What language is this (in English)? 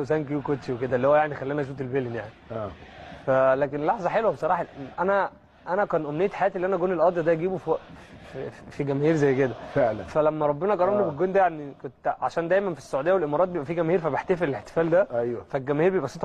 Egyptian Arabic